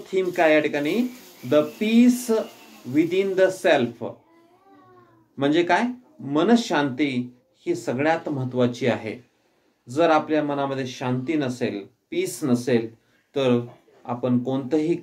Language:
Marathi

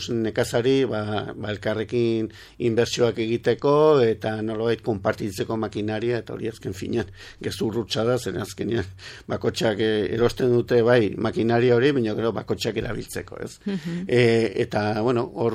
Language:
Basque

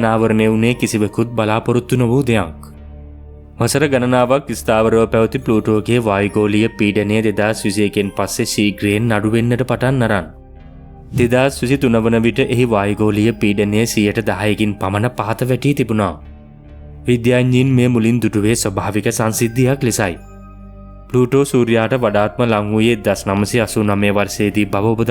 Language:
Sinhala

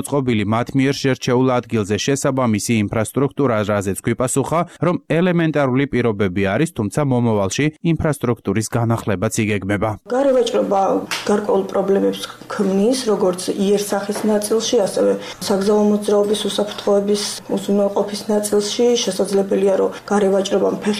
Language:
Georgian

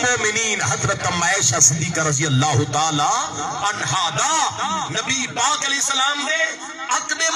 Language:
Saraiki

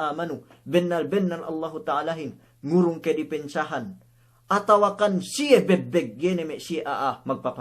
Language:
Yakan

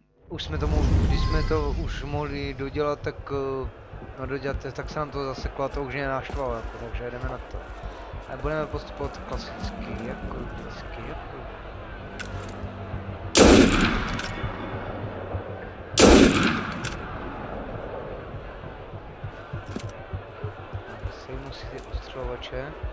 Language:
Czech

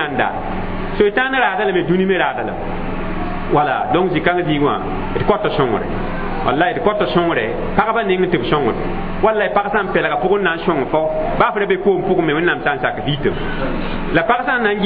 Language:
Mossi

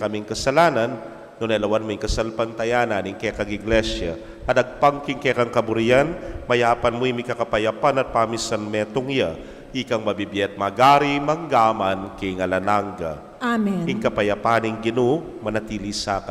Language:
Pampanga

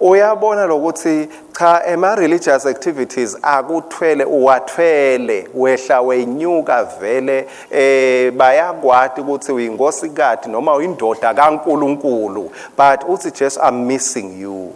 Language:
Swati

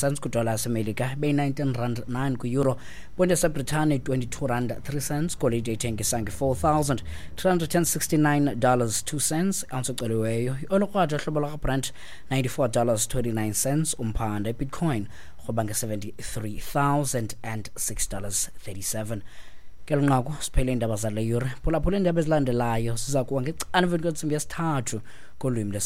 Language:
Xhosa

